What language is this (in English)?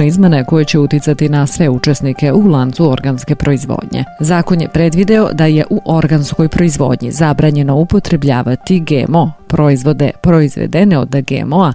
Serbian